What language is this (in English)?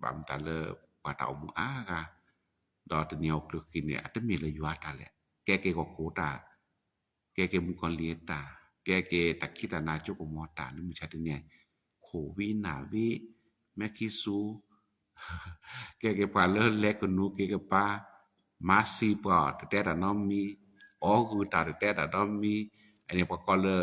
S'gaw Karen